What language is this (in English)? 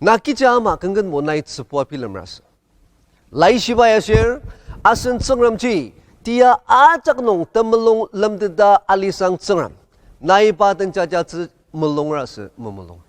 Ao Naga